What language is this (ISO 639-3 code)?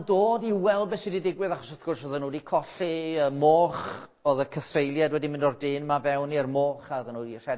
cym